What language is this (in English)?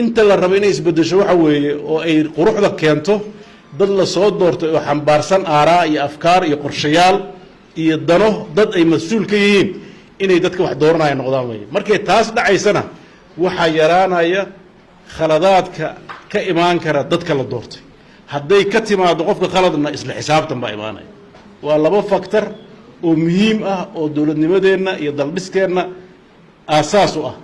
Somali